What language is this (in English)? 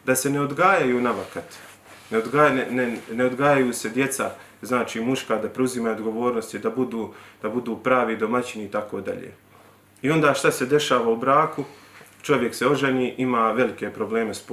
Bosnian